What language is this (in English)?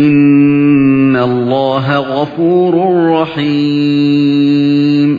Uyghur